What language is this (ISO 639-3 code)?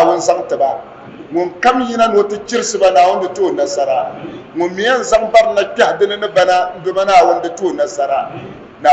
dag